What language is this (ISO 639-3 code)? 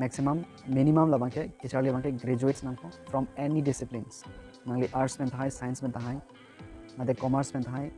mjw